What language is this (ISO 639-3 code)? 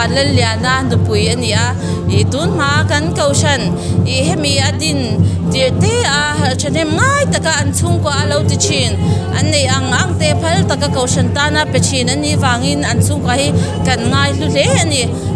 lus